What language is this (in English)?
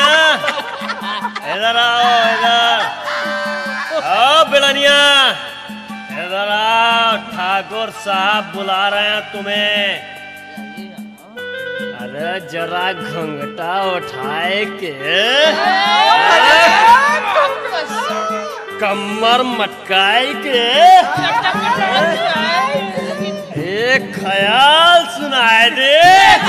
Bhojpuri